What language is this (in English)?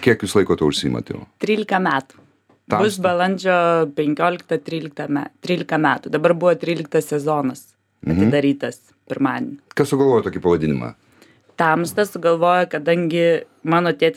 Lithuanian